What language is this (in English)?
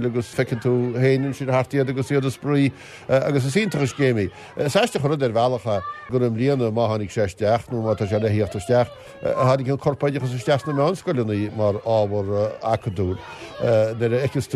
Irish